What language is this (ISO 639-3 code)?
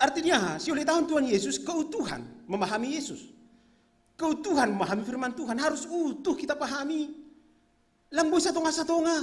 bts